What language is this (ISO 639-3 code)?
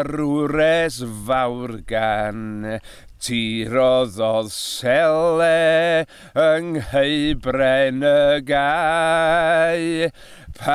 cym